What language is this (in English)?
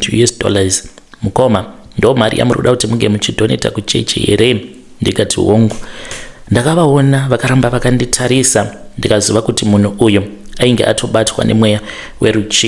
Shona